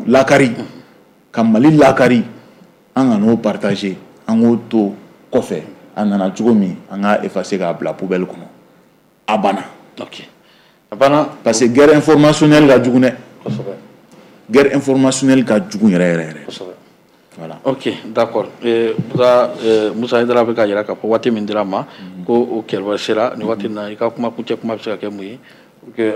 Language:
Bambara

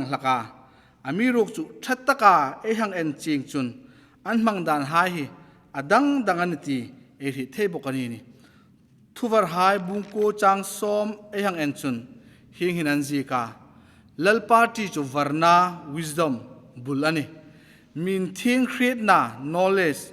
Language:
Hmar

